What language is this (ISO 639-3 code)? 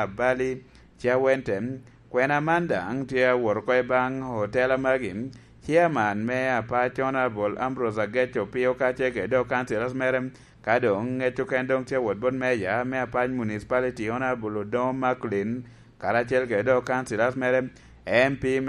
laj